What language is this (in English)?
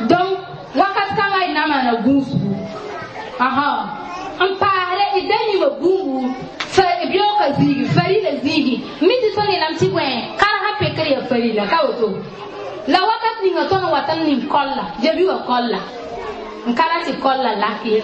Mossi